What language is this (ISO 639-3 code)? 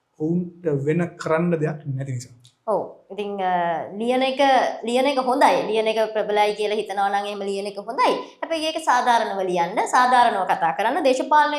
sin